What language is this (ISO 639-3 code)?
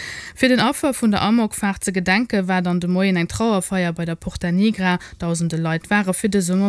ltz